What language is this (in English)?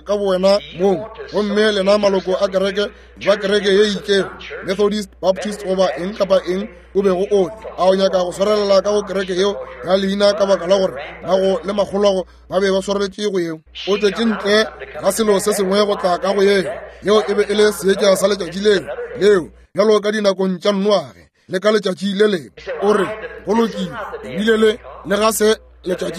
Northern Sotho